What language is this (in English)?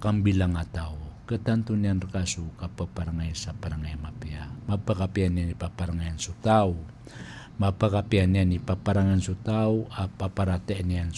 Maranao